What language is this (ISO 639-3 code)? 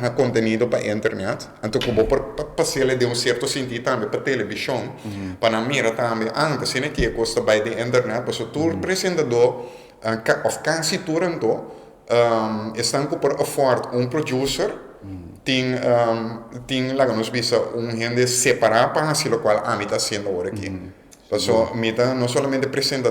pap